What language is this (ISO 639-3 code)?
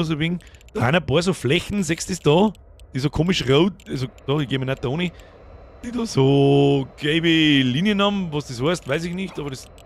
bar